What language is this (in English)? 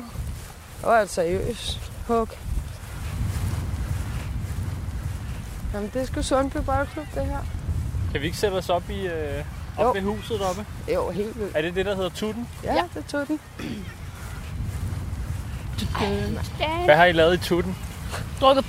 Danish